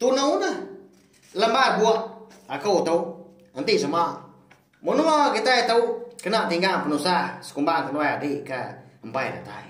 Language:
Iban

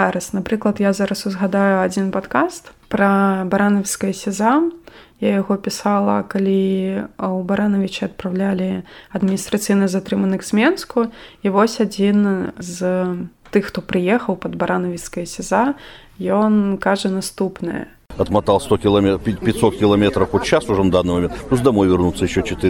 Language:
Belarusian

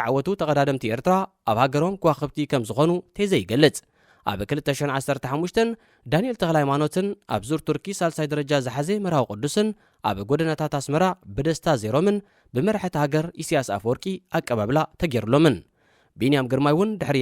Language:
Tigrinya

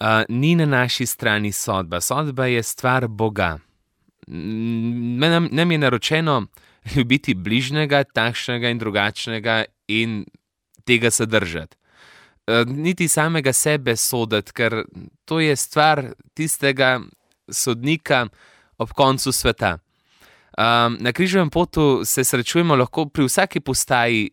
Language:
Slovenian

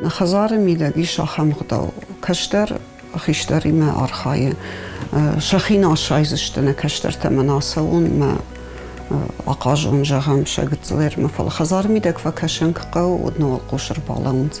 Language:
Ossetic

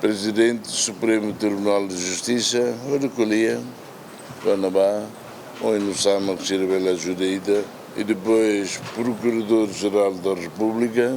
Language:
Tetum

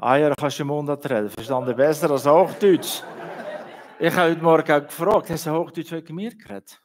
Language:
Swiss German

